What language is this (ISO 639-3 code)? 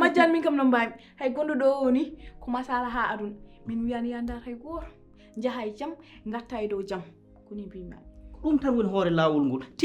ful